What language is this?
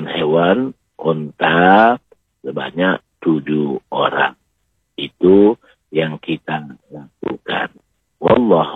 Indonesian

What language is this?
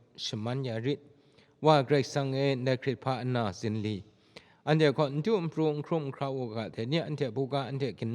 Kachin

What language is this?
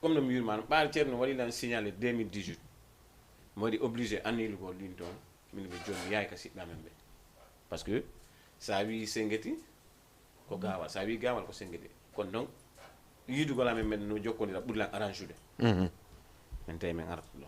Fula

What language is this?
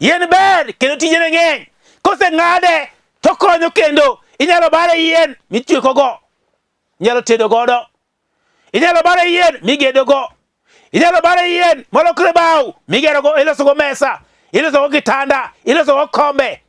Luo (Kenya and Tanzania)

